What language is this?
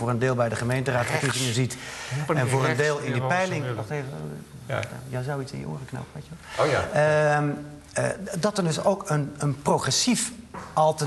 Dutch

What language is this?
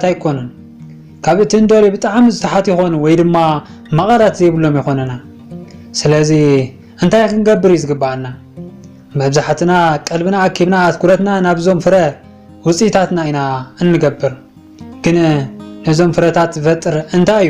Tigrinya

